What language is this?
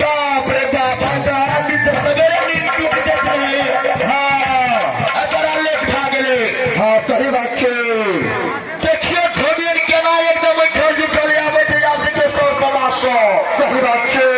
Maithili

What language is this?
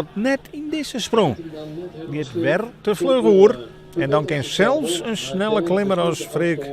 Western Frisian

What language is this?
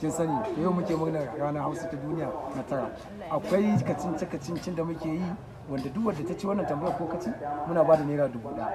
Hausa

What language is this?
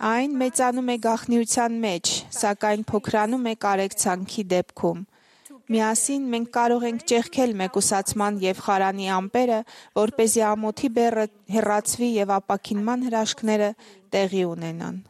Armenian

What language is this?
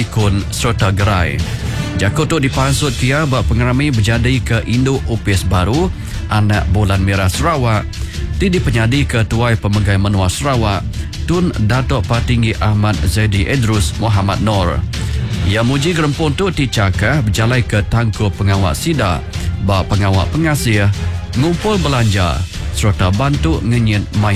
Iban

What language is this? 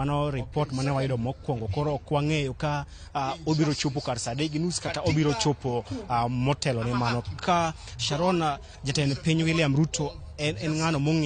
Luo (Kenya and Tanzania)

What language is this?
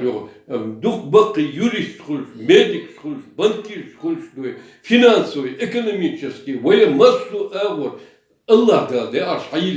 Chechen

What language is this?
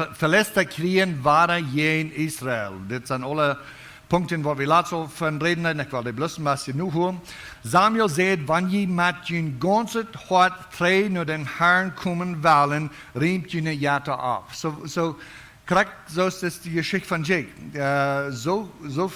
Plautdietsch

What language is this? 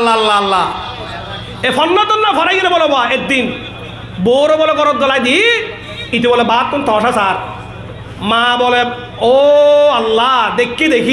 Rohingya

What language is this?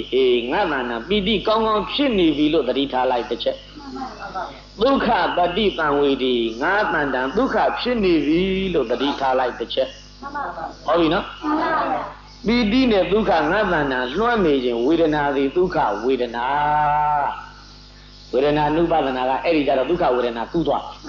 Burmese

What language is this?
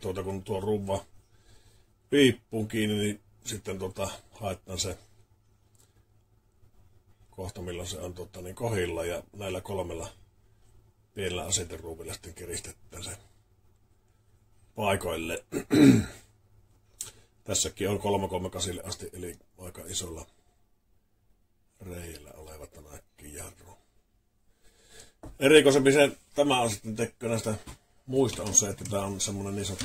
Finnish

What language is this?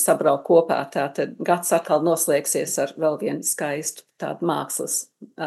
Latvian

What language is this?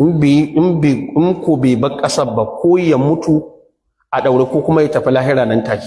Hausa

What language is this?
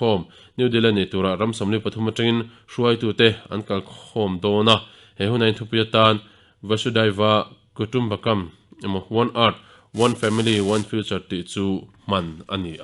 Mizo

